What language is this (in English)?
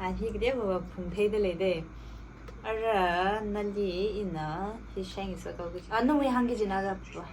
Tangkhul Naga (India)